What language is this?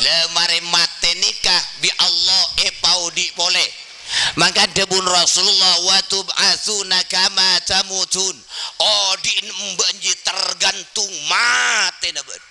Madurese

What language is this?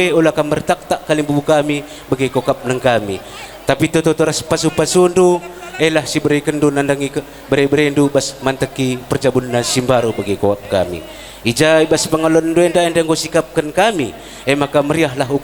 Batak Karo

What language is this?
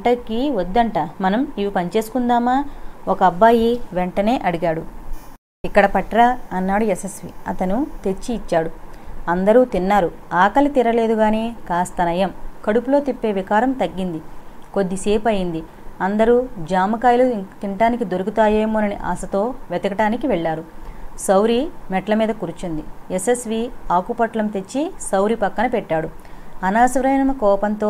Telugu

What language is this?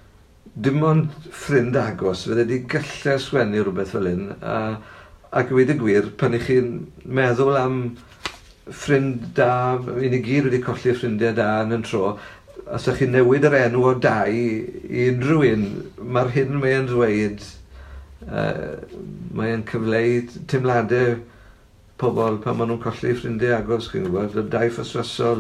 Welsh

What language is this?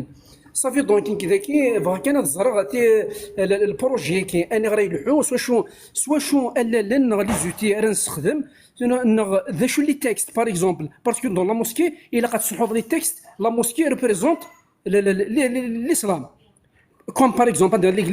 Kabyle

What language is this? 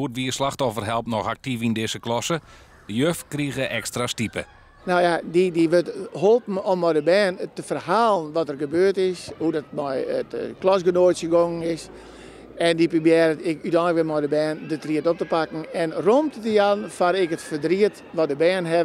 Western Frisian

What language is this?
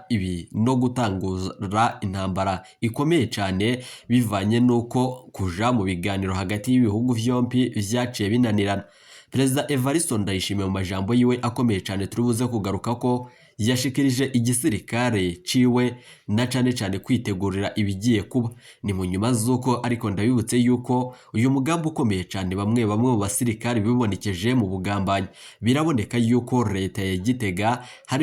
Rundi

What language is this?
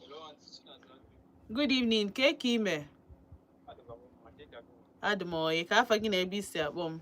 Igbo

